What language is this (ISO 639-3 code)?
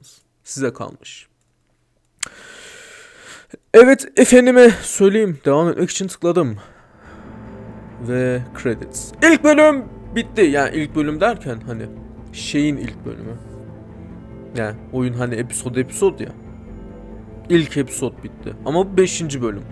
tur